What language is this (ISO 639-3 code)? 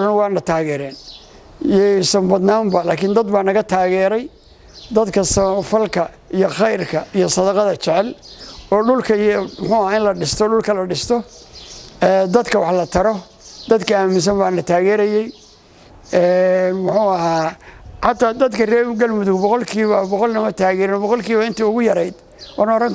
som